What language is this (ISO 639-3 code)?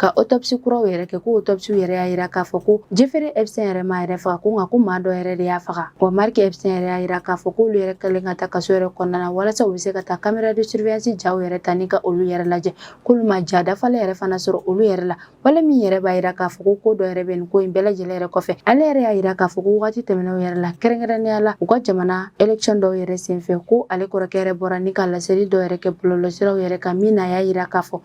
bam